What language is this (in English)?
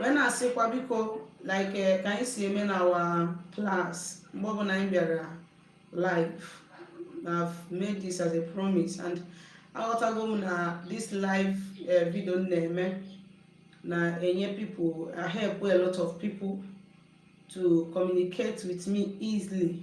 Igbo